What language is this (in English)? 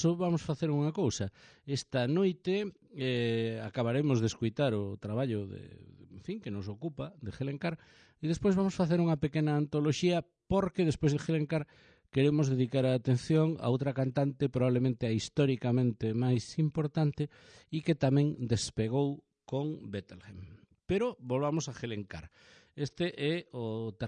Galician